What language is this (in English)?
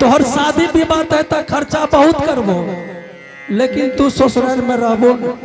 Angika